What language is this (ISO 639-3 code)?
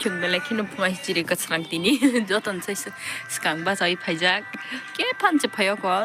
trp